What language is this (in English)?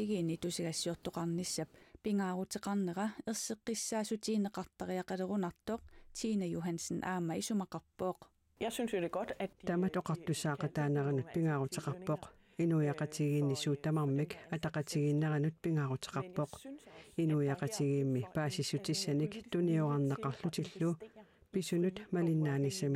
Kalaallisut